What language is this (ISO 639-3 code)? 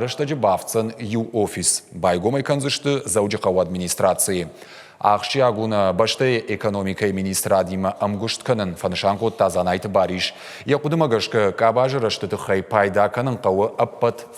oss